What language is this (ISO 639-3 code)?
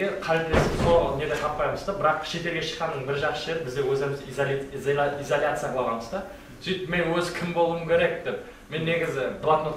kaa